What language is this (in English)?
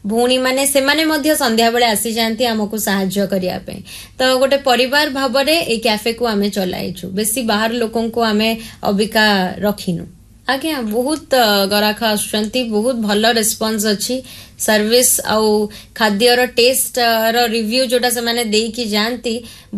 Odia